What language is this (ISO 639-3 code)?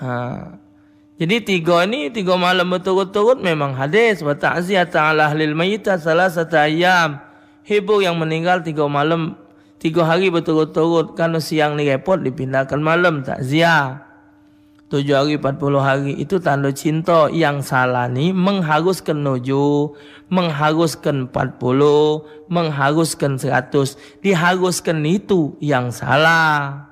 mui